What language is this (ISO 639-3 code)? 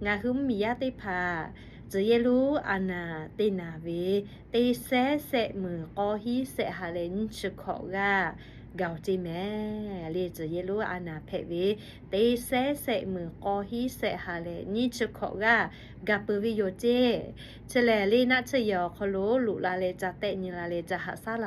lhu